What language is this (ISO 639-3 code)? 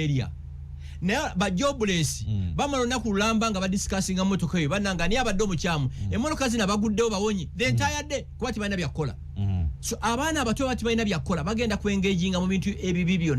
lug